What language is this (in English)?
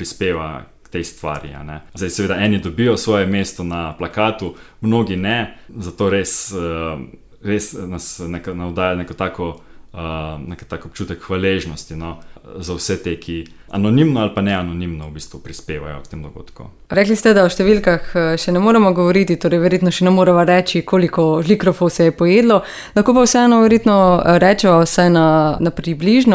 Slovenian